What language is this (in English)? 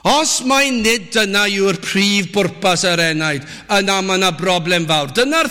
Welsh